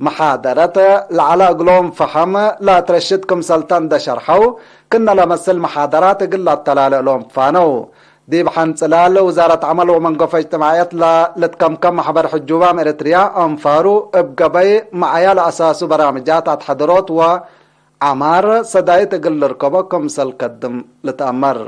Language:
Tigre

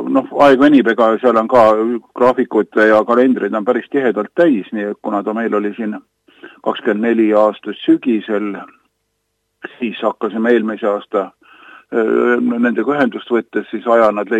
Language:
Estonian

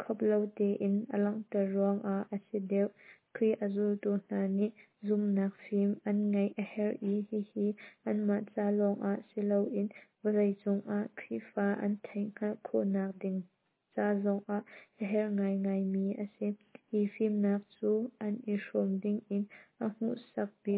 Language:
Hakha Chin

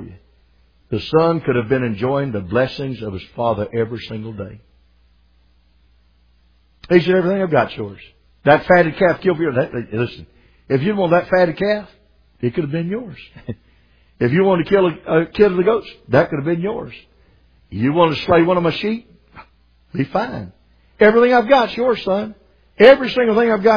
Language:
English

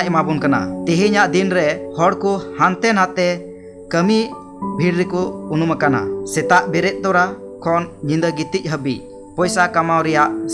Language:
Santali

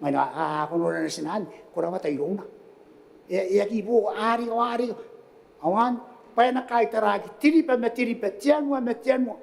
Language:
Gilbertese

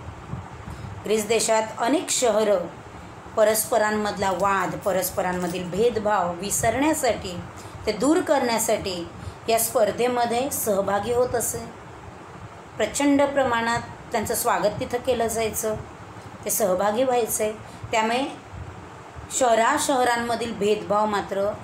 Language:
Marathi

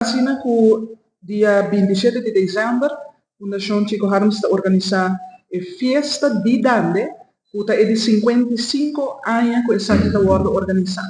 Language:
Papiamento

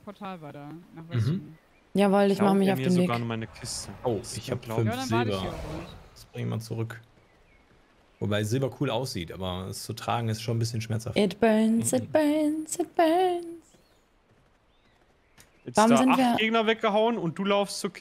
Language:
German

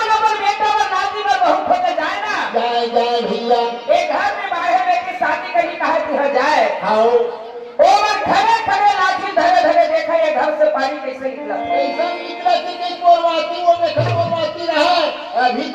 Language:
Chhattisgarhi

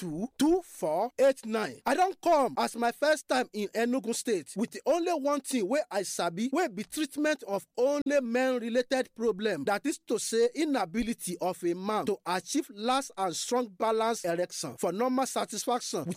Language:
Nigerian Pidgin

